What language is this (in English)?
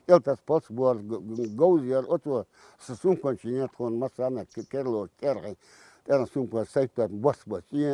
Chechen